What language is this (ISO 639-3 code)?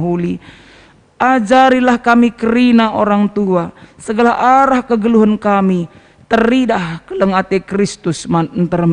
btx